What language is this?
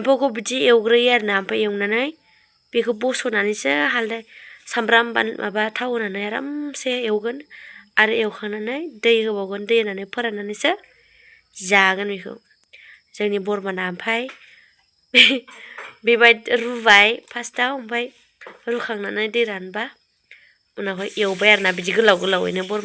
Bodo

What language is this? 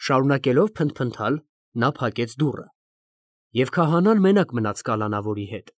Armenian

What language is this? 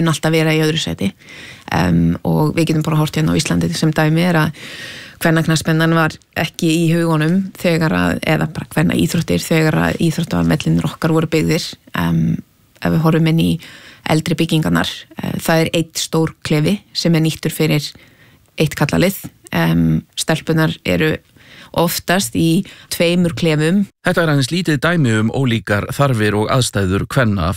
Icelandic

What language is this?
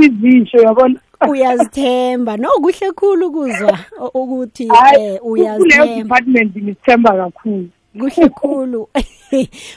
South Ndebele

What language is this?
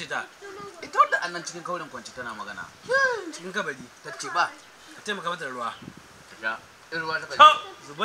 Hausa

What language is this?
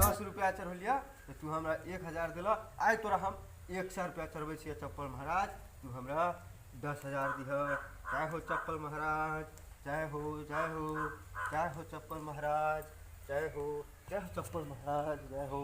Maithili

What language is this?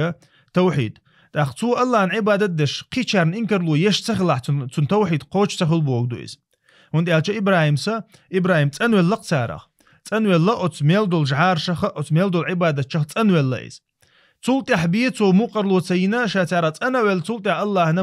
Chechen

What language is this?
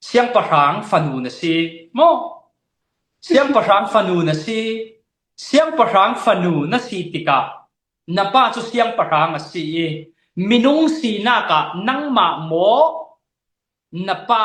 Falam Chin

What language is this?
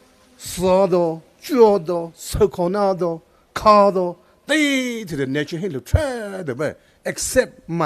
Poumei Naga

